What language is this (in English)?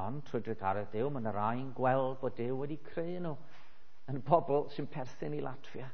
Welsh